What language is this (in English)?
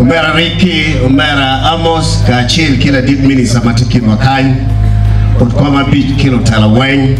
Acoli